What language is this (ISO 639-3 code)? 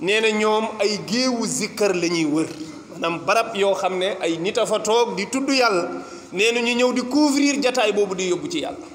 wol